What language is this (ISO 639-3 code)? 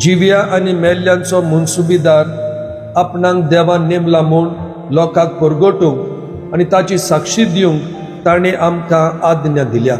kok